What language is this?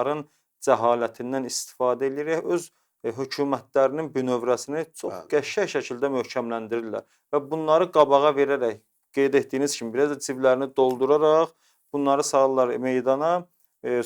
Azerbaijani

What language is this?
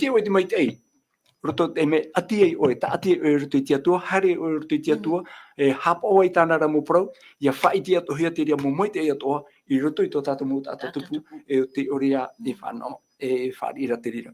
Tahitian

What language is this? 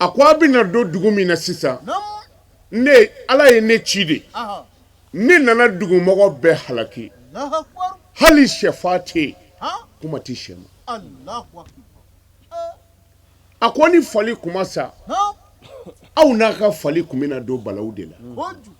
Bambara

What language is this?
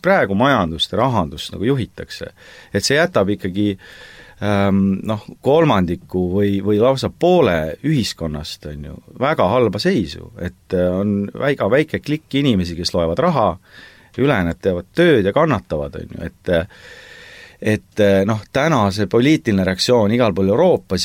Estonian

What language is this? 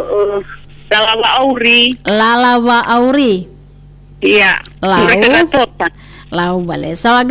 Nias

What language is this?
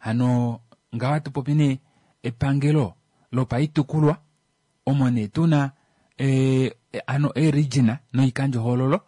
Kuanyama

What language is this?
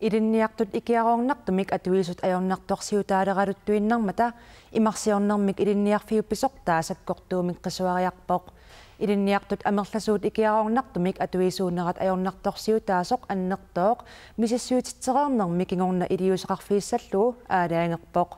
Kalaallisut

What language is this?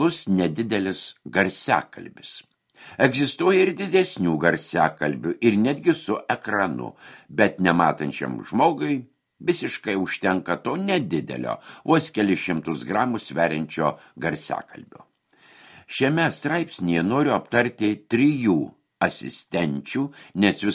Lithuanian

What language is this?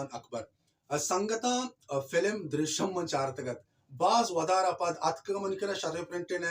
Baluchi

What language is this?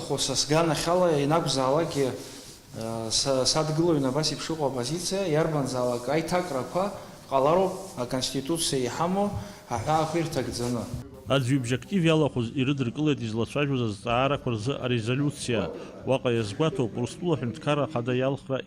Abkhazian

